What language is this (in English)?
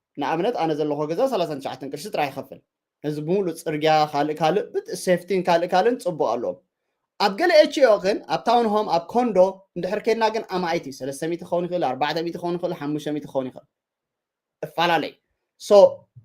Tigrinya